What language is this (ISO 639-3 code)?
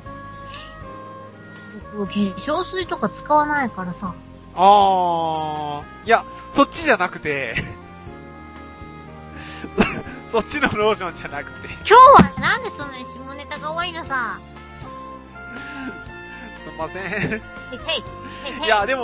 jpn